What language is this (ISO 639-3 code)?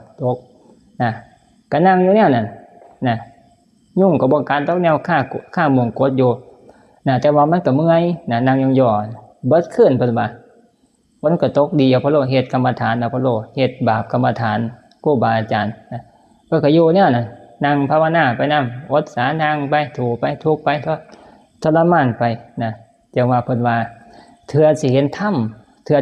tts